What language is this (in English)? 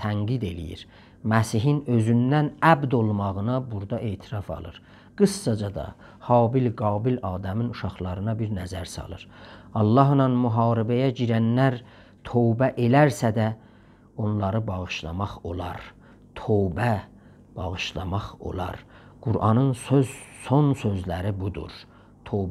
South Azerbaijani